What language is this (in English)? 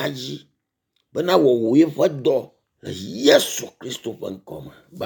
Ewe